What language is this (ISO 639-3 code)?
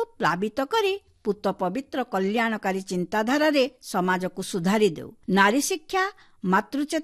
ori